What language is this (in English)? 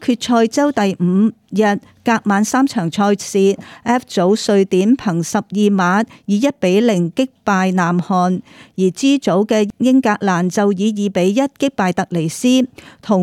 Cantonese